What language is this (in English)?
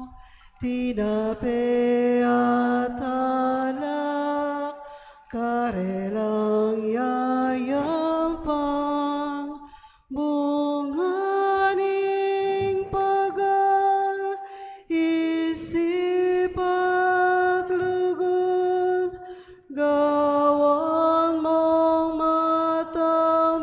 Pampanga